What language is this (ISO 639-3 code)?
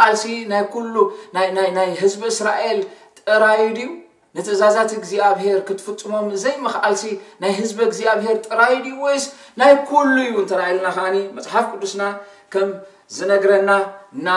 tir